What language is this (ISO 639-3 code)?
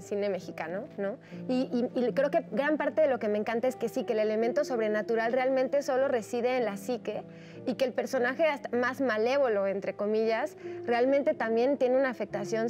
spa